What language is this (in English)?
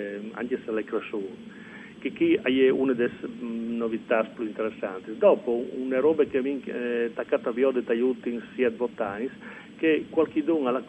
Friulian